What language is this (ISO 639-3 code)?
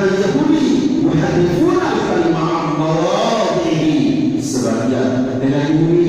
sas